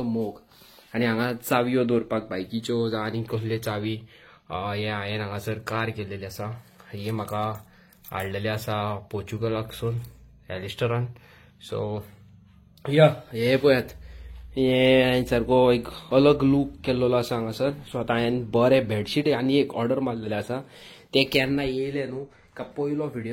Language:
Konkani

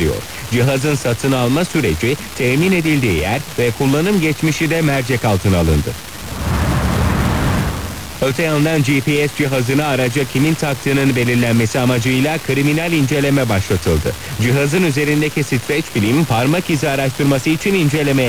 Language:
Turkish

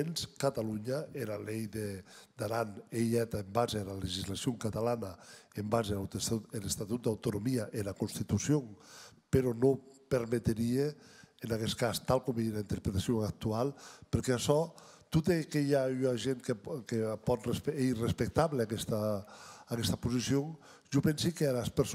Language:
Occitan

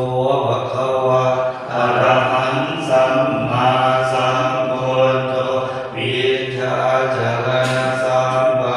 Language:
Pali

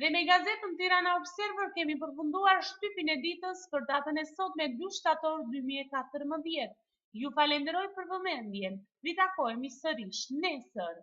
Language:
Albanian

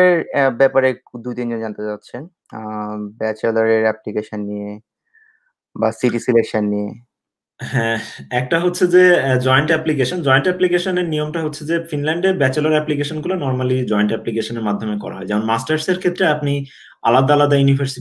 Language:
Bangla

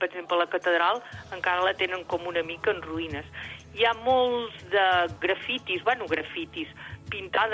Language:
Catalan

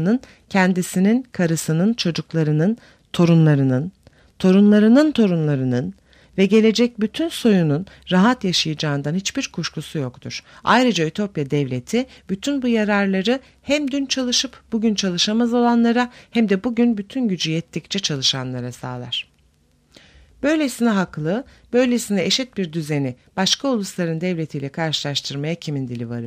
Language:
Turkish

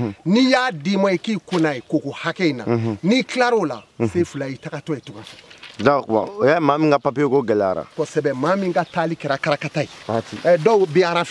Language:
Bambara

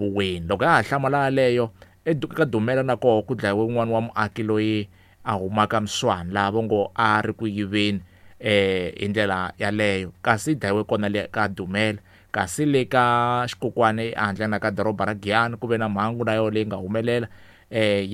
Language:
Tsonga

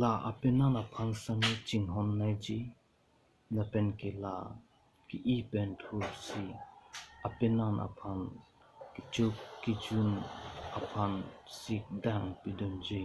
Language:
Karbi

